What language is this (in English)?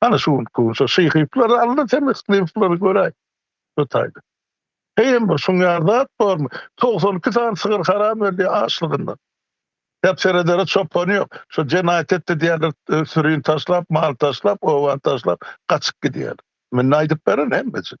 Turkmen